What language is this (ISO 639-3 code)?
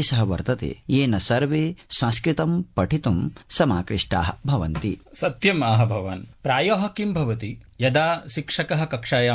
san